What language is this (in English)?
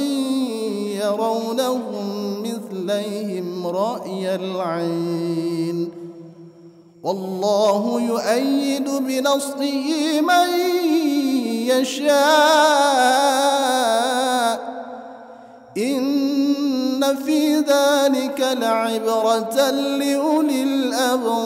Arabic